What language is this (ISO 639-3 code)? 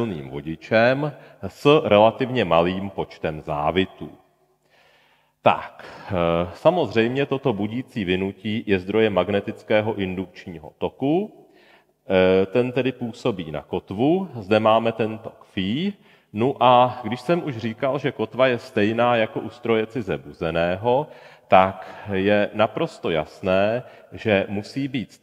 ces